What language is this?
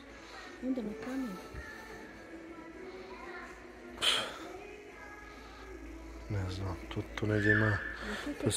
Croatian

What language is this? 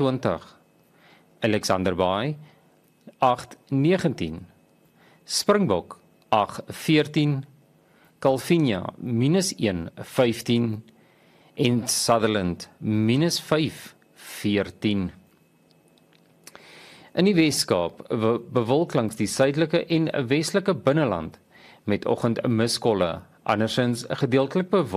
Afrikaans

